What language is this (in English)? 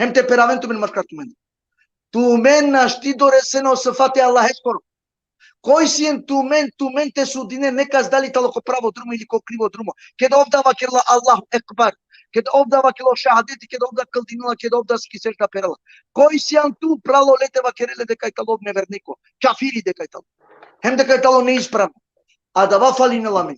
Balkan Romani